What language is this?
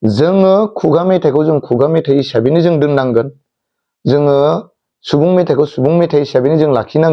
Bodo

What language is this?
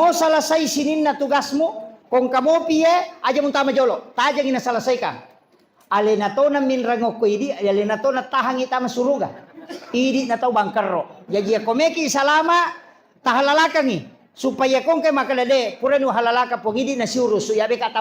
Buginese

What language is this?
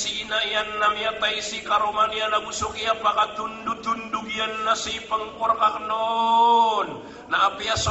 Maranao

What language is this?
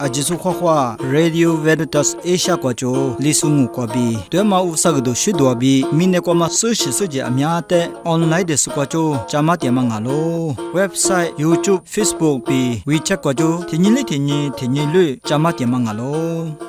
Lisu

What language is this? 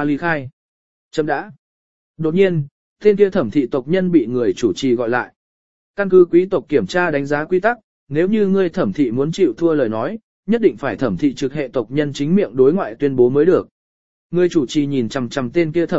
Vietnamese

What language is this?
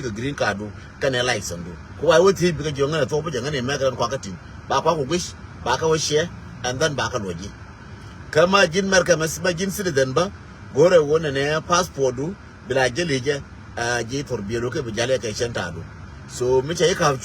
Nuer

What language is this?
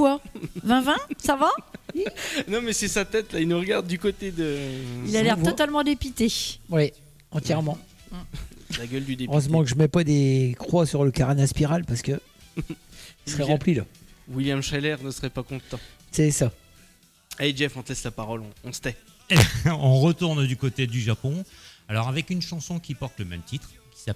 French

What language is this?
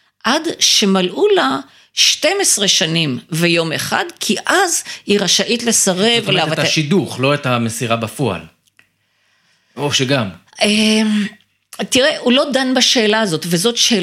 Hebrew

